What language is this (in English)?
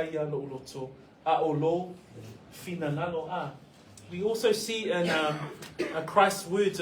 Samoan